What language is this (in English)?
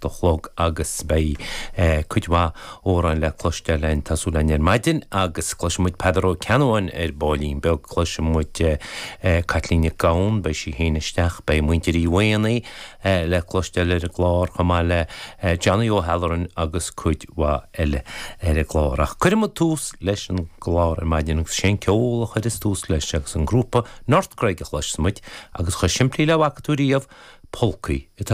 Irish